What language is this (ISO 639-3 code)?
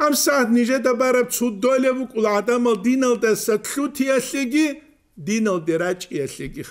ava